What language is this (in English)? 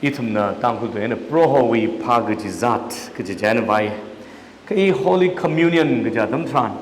Tangkhul Naga (India)